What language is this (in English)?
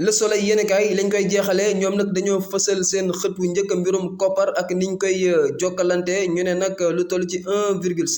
Wolof